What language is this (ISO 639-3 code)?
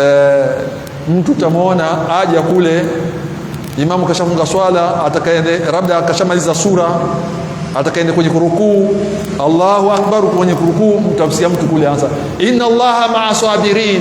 swa